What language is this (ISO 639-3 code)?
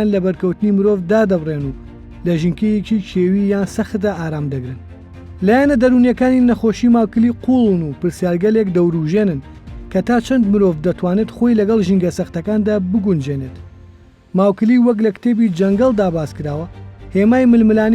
ckb